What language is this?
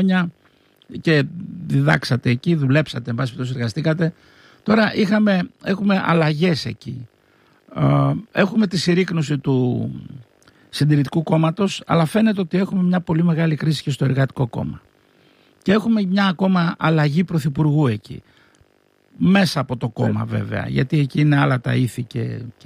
Greek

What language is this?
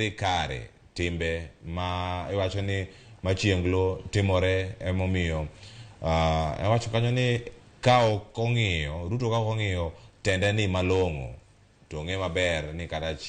Luo (Kenya and Tanzania)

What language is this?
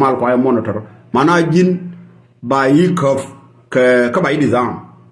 Nuer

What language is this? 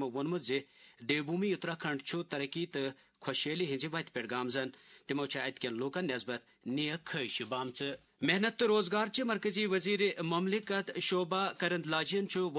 Kashmiri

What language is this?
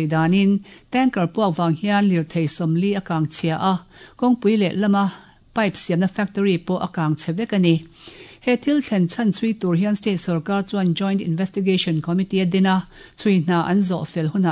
Mizo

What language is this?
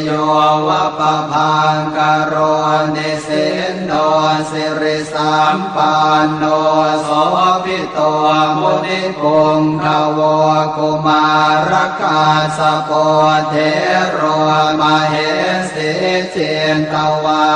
Pali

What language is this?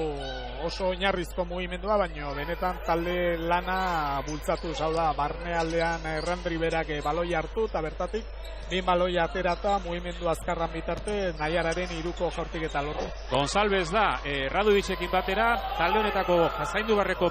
Basque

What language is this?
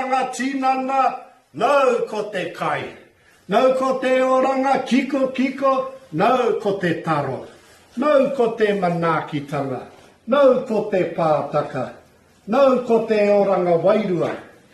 Māori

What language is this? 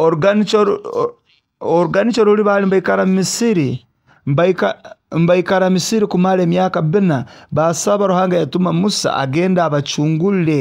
Nyoro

